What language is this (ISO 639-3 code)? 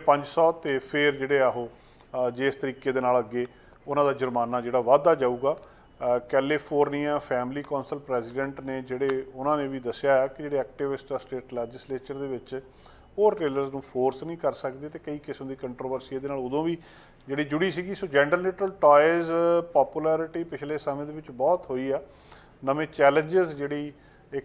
pan